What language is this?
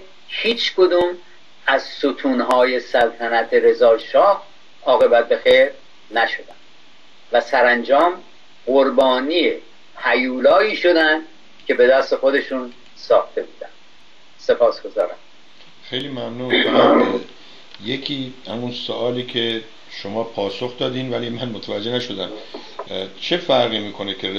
Persian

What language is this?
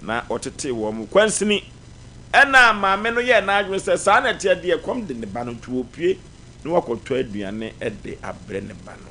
Akan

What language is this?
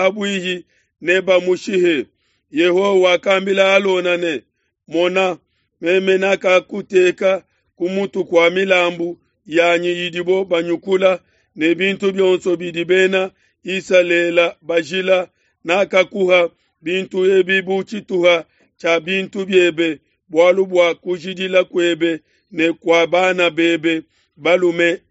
Luba-Lulua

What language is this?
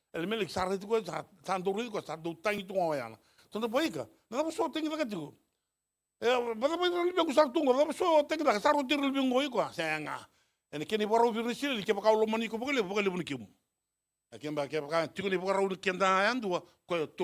Fijian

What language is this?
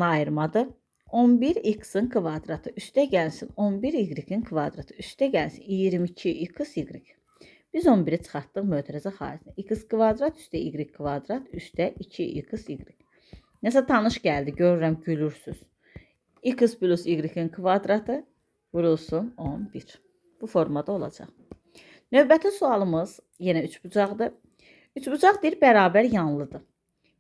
Azerbaijani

